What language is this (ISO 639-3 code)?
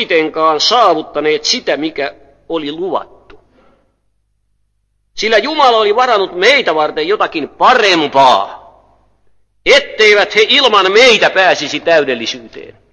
fin